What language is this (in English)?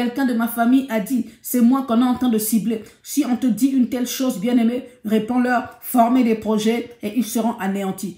French